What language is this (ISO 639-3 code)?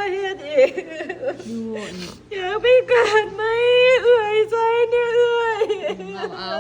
tts